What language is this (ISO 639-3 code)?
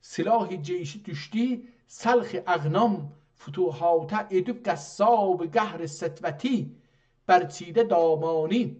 azb